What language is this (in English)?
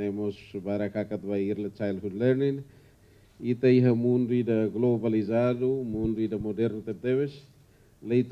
Tetum